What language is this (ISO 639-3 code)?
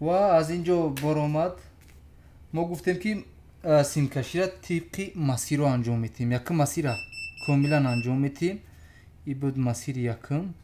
tgk